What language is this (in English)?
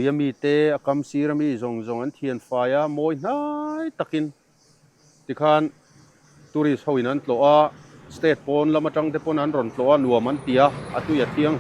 Mizo